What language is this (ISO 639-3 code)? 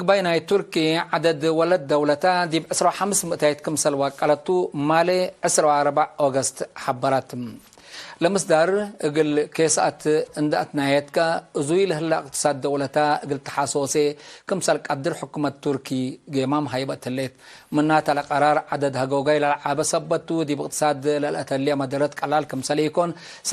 tig